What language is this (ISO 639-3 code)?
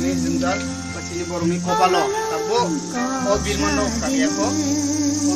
trp